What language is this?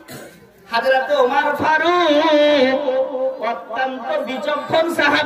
Bangla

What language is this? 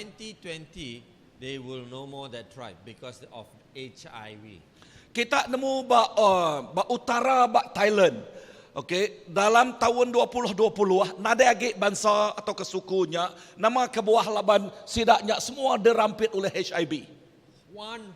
Iban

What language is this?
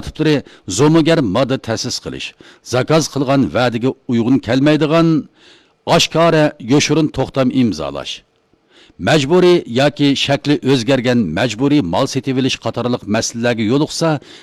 Uyghur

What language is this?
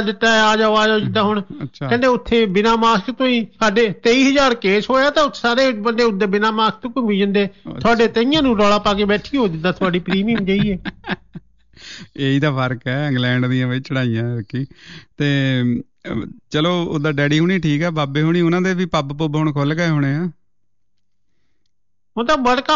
Punjabi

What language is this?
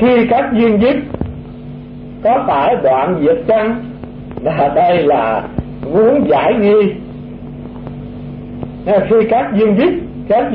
Vietnamese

